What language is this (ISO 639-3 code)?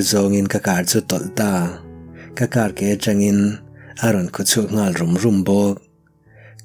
lus